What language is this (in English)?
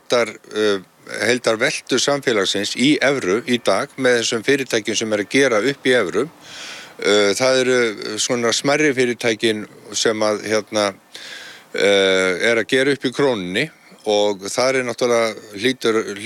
Icelandic